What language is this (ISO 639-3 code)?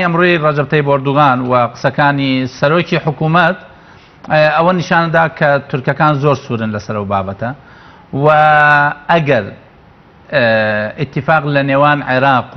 ckb